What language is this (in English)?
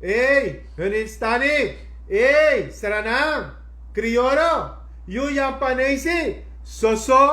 Sranan Tongo